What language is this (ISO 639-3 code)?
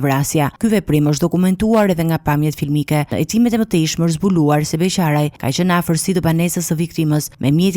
sqi